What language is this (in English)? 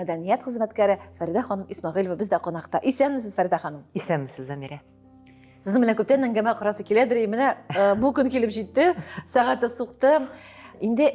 Tatar